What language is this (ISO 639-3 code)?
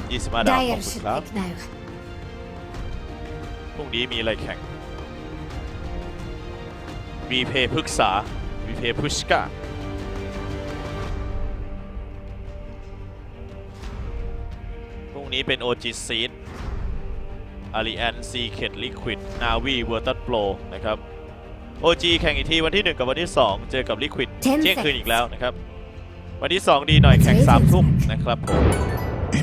tha